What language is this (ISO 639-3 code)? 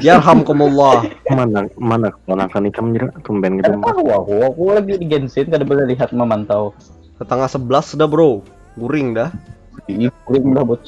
bjn